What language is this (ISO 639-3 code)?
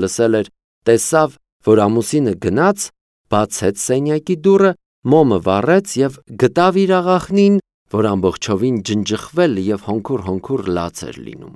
hye